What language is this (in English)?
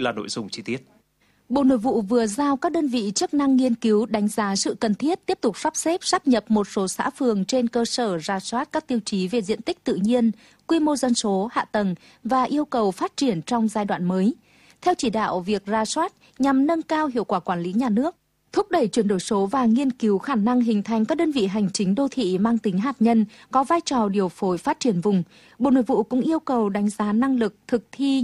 Vietnamese